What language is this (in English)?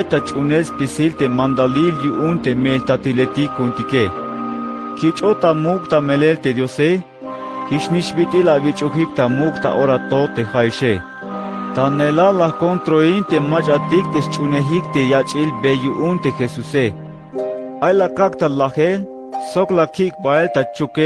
Tzeltal